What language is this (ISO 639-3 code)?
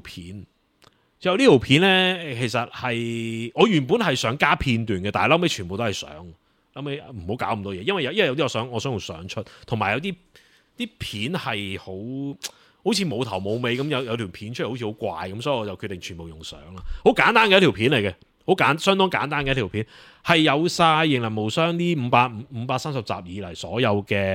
yue